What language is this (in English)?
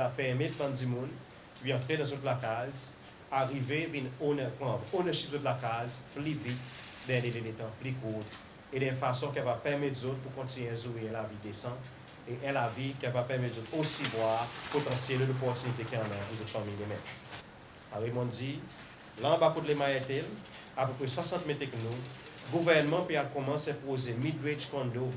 Seselwa Creole French